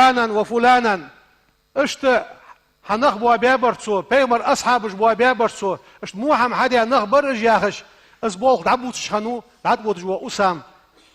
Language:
Ingush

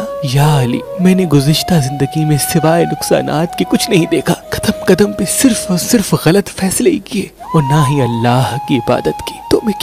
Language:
Urdu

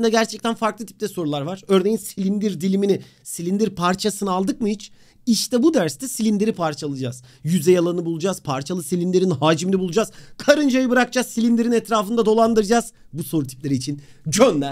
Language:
Turkish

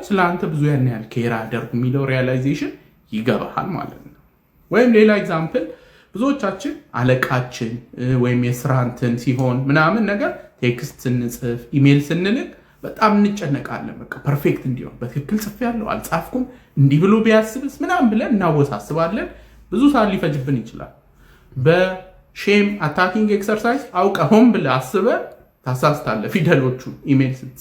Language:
Amharic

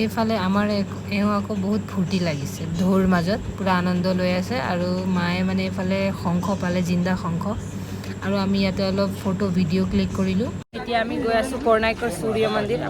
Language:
Assamese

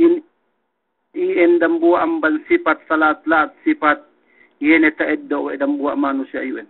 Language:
Yakan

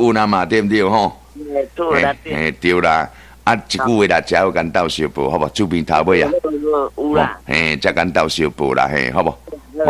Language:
Min Nan Chinese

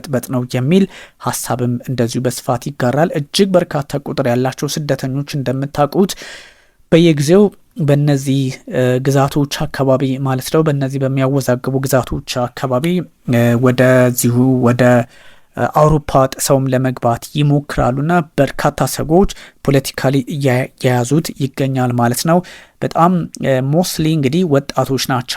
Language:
Amharic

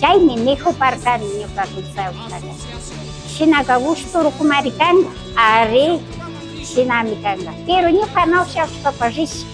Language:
Imbabura Highland Quichua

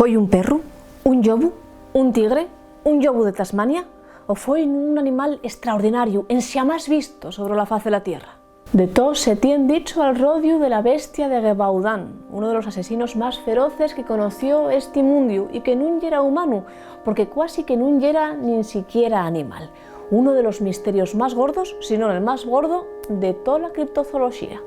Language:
Asturian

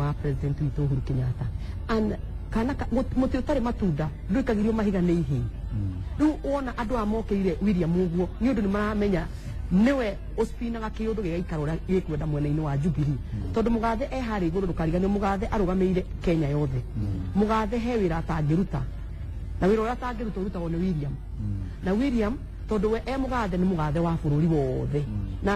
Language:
Kikuyu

